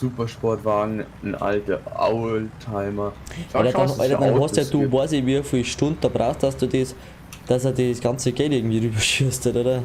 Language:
Bavarian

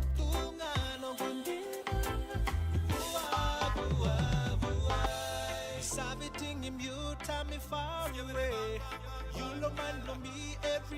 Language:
Fijian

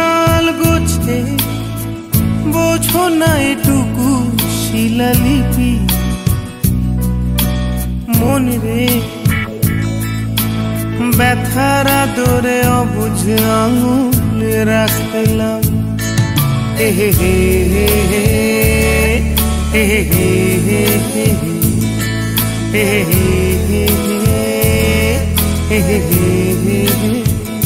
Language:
Bangla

